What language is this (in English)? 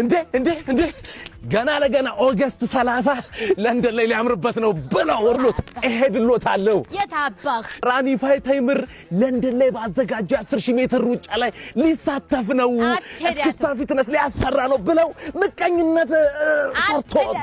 Amharic